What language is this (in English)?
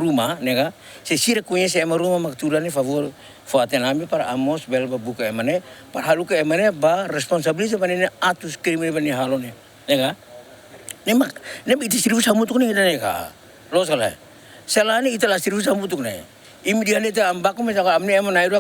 Tetum